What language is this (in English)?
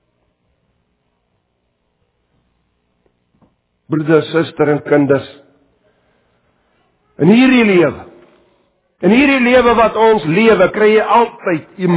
Afrikaans